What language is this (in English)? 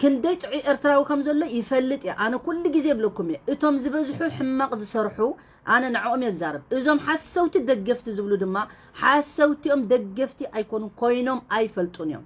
Tigrinya